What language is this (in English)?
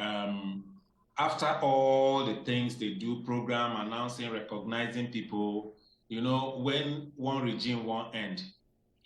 Nigerian Pidgin